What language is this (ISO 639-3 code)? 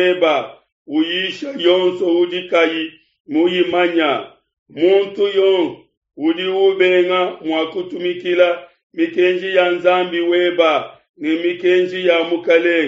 lua